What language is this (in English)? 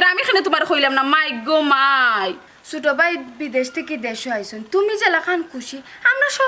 Sylheti